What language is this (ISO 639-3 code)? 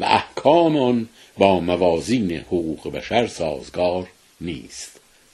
fas